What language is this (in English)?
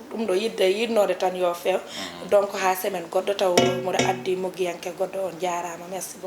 Fula